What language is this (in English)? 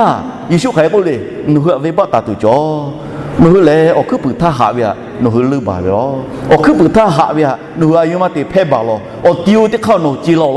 Lahu